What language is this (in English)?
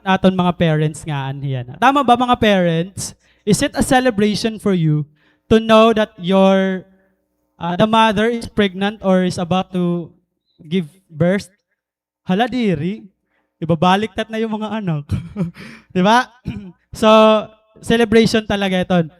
Waray